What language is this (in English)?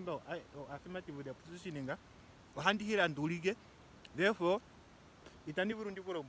Ndonga